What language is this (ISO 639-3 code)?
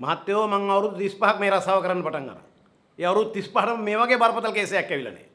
sin